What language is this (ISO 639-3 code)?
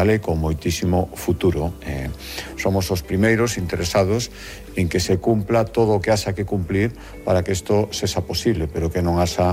glg